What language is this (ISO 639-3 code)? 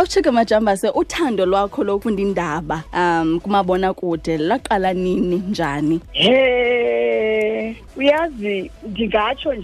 xho